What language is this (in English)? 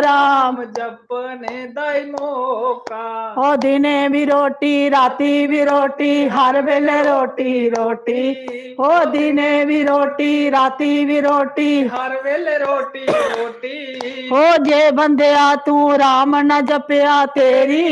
Dogri